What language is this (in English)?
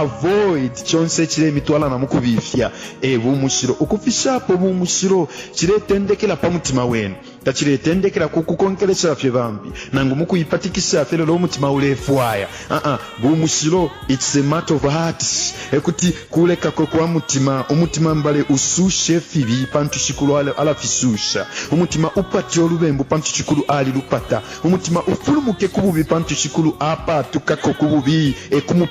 Bemba